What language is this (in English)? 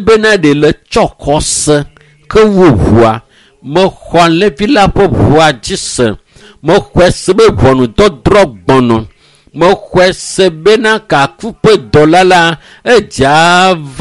Ewe